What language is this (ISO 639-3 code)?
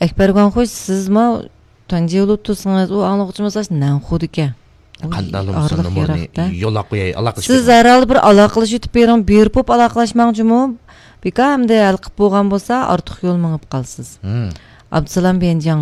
uig